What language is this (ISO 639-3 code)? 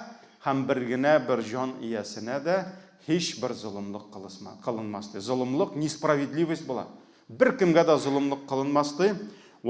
tat